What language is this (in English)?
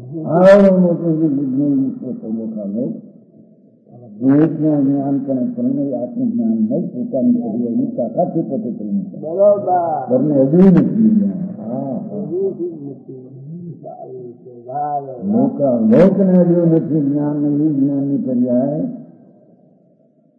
Gujarati